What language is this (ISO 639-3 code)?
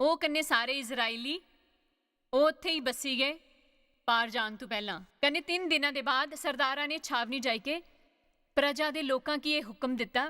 doi